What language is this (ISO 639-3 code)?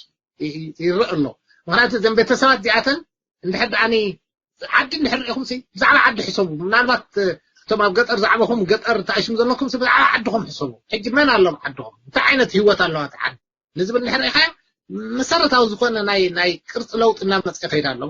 tir